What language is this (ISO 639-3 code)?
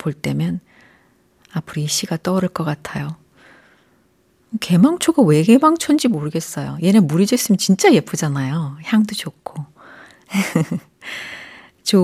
kor